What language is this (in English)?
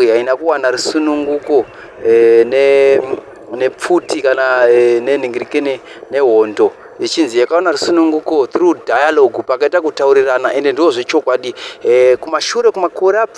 Shona